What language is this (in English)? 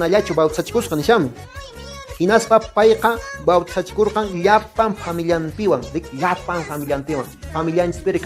Quechua